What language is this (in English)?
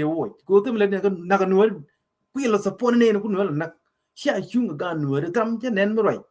Nuer